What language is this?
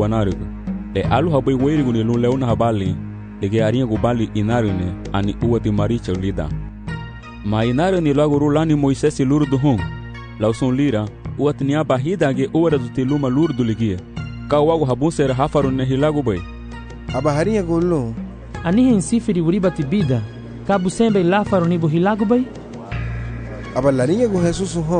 Garifuna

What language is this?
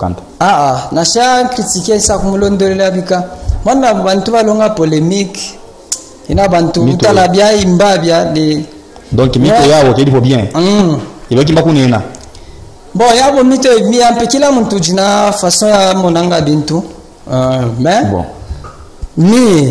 Luba-Katanga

